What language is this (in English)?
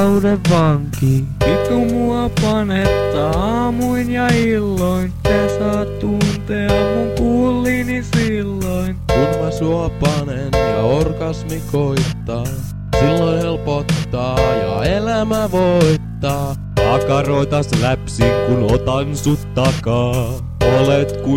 Finnish